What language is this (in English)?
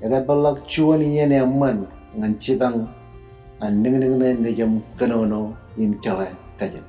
Marshallese